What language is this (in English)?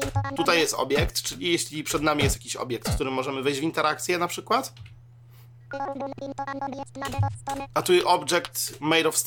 Polish